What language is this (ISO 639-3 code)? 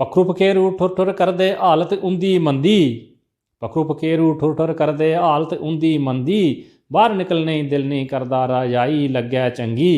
doi